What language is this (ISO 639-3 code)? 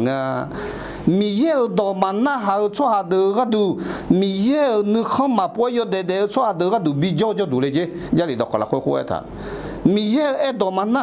ahk